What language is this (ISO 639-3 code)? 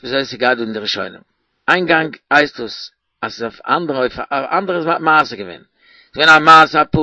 yid